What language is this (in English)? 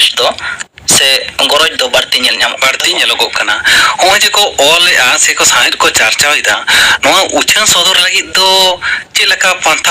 Santali